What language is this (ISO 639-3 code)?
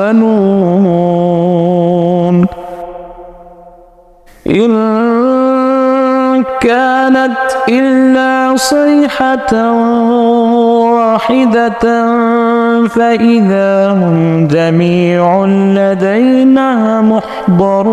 ara